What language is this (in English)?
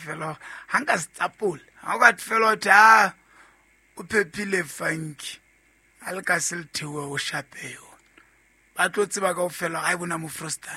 Southern Sotho